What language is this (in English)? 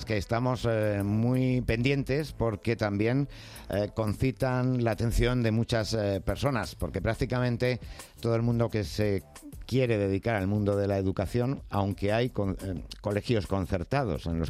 Spanish